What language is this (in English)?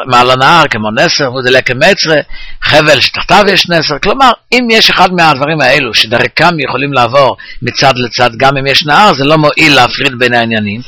Hebrew